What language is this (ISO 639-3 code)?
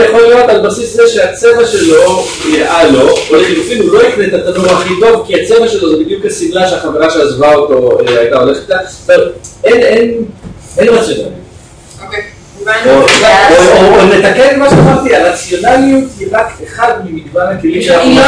heb